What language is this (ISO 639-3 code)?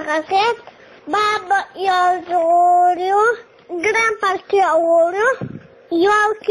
che